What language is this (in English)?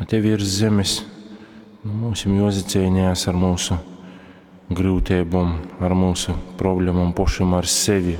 Latgalian